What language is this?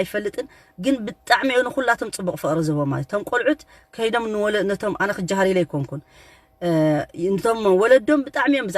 Tigrinya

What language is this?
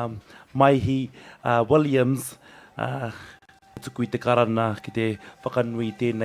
Māori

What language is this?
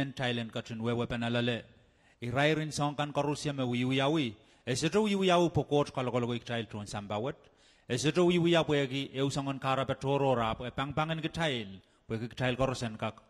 Pohnpeian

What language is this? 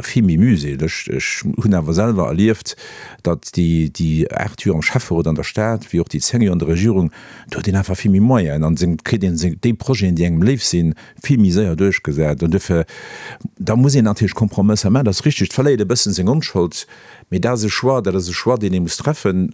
Luxembourgish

